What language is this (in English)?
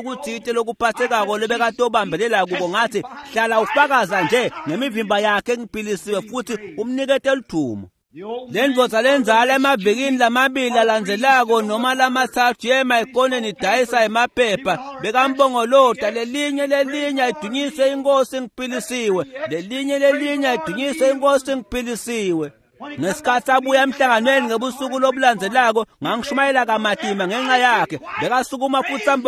Swati